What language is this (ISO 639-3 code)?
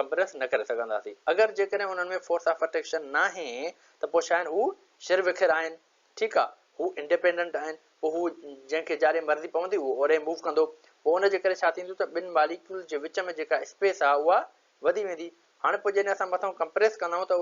snd